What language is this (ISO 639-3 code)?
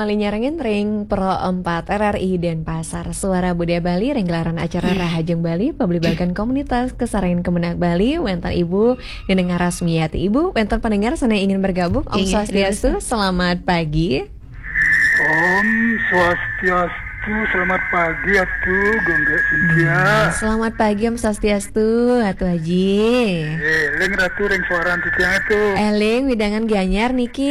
ban